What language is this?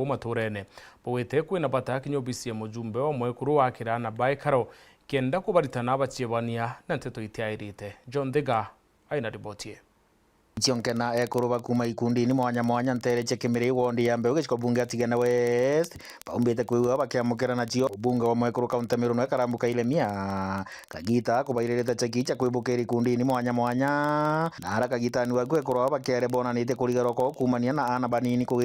Meru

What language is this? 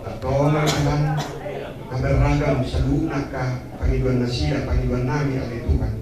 Batak Toba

